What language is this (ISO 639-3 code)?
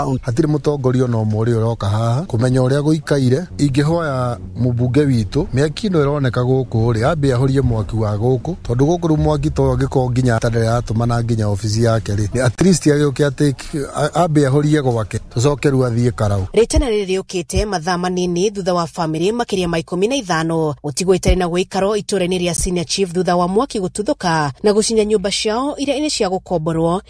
kik